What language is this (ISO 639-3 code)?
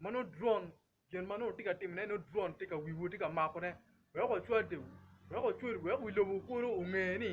ach